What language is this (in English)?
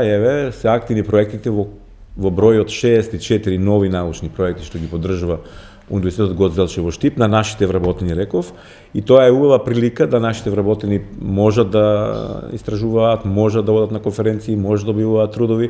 Macedonian